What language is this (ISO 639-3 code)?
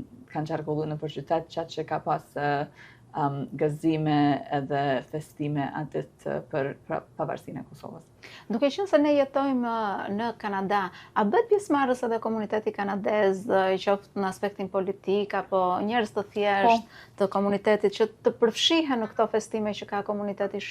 sqi